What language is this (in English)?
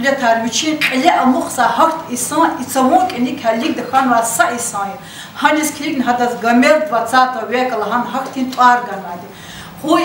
Lezghian